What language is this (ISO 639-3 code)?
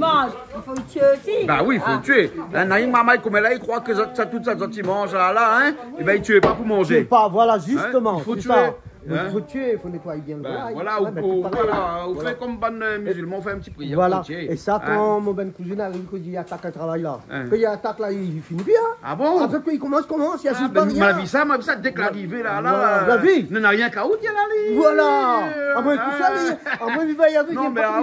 rcf